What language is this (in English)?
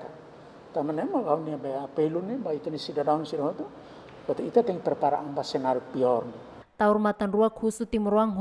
Tetum